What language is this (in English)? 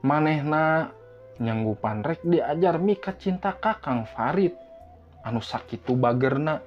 Sundanese